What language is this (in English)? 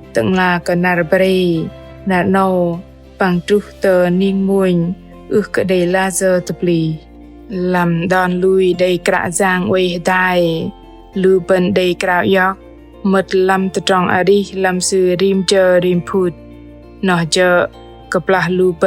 Bahnar